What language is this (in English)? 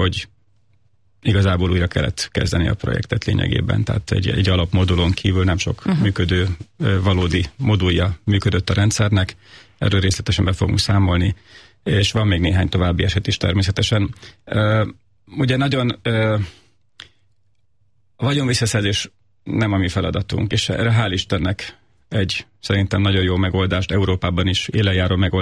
Hungarian